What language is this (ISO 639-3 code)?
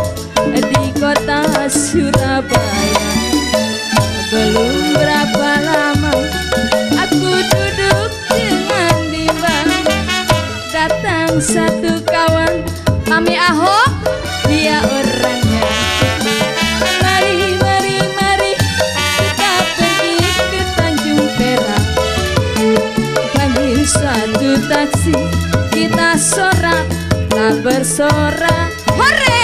ind